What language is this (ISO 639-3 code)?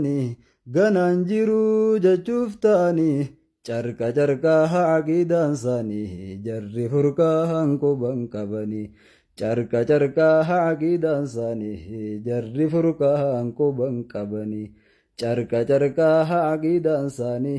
orm